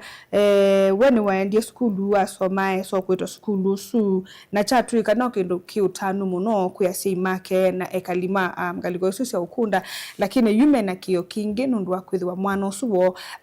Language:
Kamba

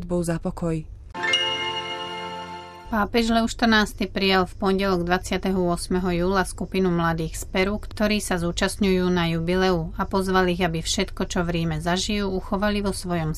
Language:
Slovak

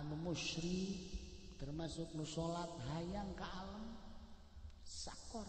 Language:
Sundanese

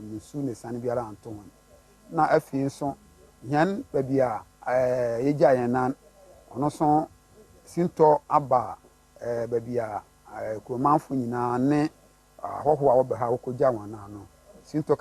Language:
Akan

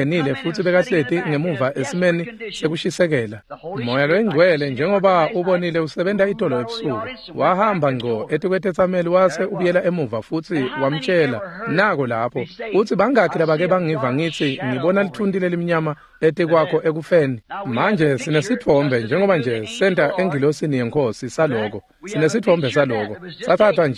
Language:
Swati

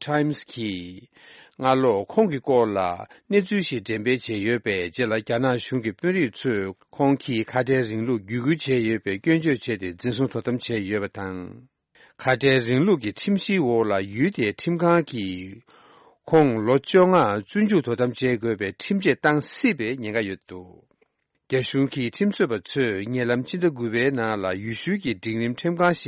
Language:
Tibetan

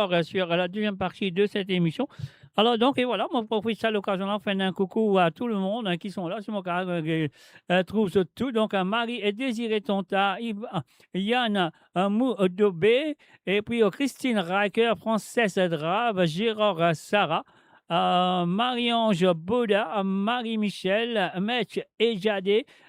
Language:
Morisyen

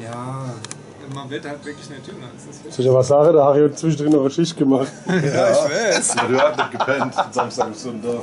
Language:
Palatine German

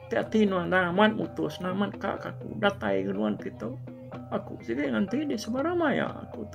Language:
Iban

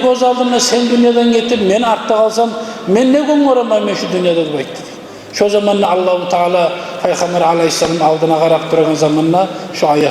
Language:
Kumyk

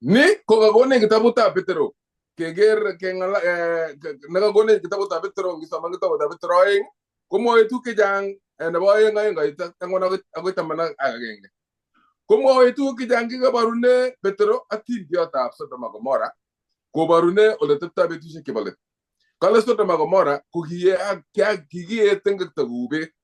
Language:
Kalenjin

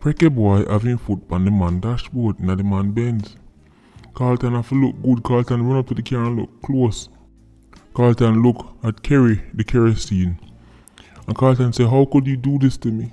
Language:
Jamaican Creole English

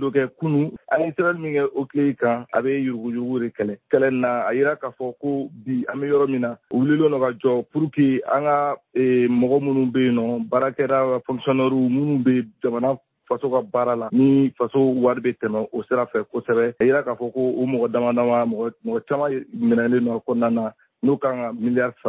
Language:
Bambara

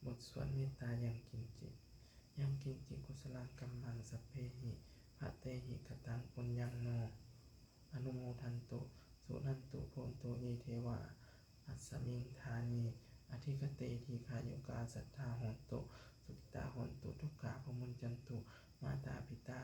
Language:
Pali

